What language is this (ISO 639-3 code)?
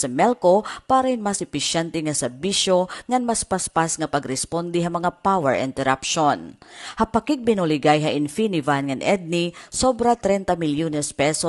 war